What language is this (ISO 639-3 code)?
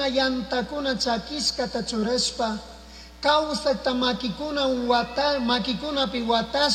qug